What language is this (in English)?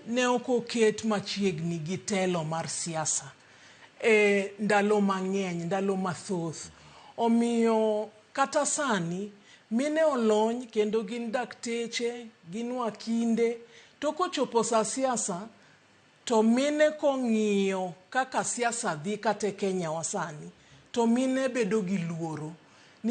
Luo (Kenya and Tanzania)